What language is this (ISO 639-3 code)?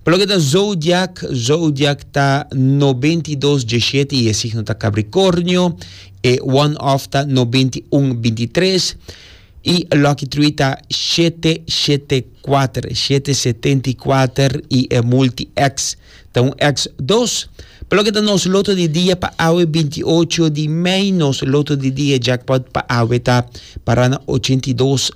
pap